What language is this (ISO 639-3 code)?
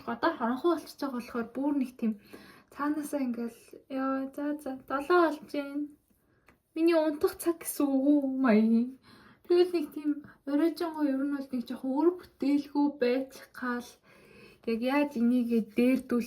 mon